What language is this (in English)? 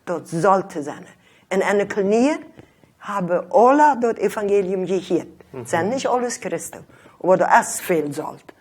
Plautdietsch